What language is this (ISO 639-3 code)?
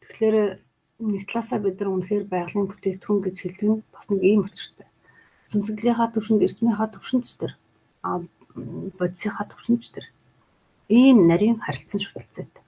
mon